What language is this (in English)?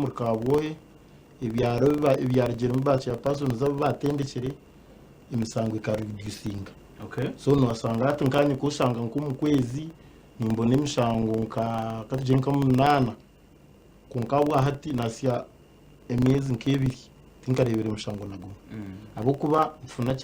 Nyankole